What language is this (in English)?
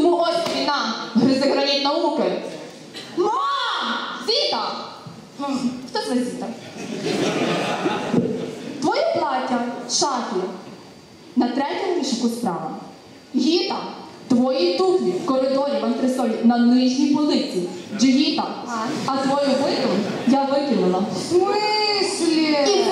Ukrainian